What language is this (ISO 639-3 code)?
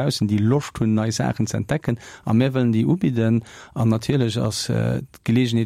ltz